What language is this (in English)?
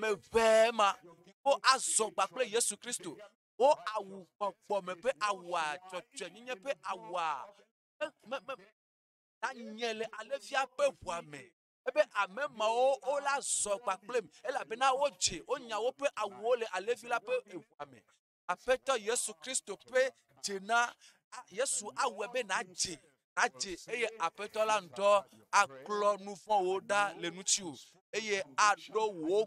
Ewe